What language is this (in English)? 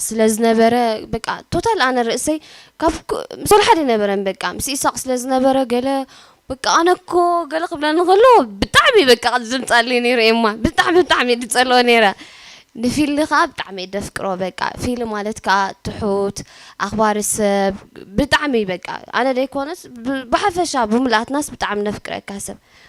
Tigrinya